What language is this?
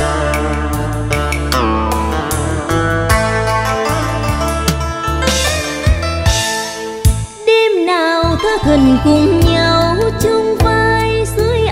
Vietnamese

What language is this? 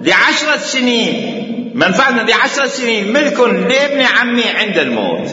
Mesopotamian Arabic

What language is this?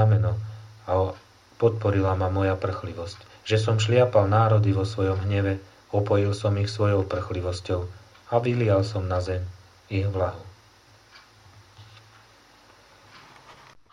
Slovak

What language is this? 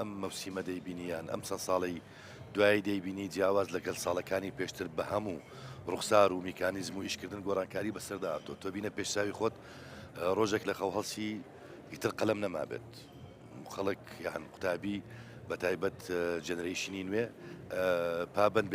Central Kurdish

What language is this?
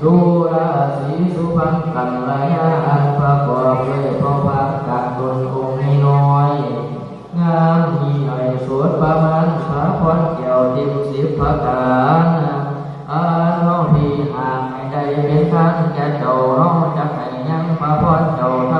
Lao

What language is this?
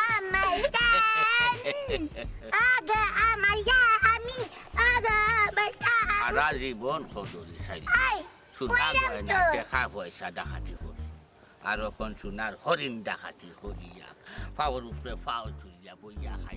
Sylheti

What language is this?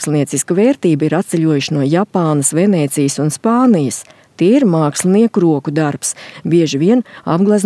Latvian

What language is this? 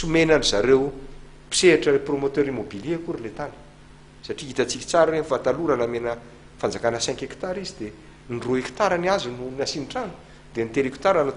Malagasy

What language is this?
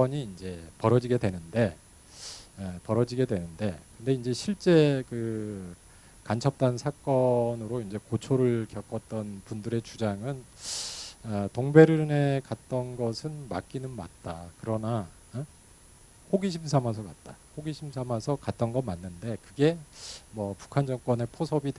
Korean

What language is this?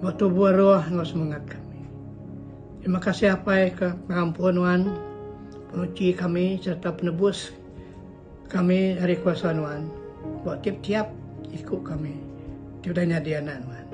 Iban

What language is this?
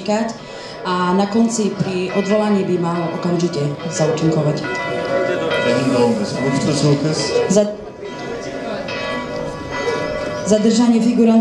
Slovak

